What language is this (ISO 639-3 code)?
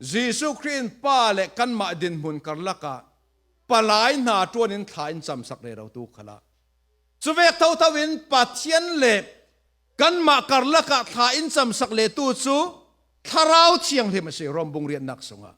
cfm